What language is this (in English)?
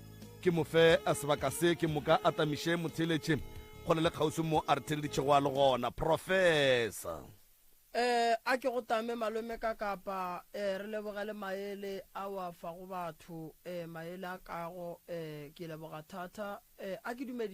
Northern Sotho